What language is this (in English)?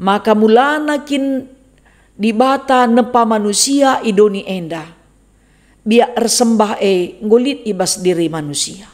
Batak Karo